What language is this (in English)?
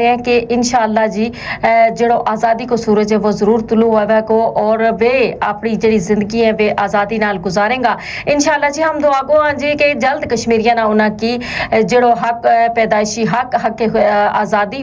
Gujari